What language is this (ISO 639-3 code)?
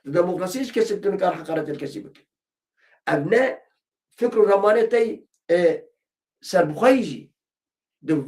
kur